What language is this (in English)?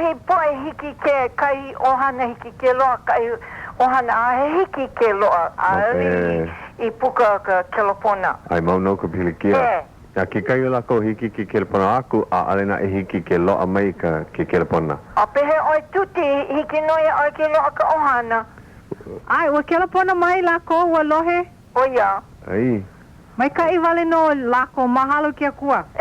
Hawaiian